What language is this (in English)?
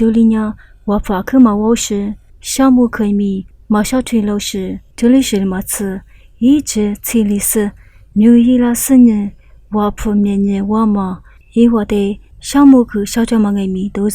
Lisu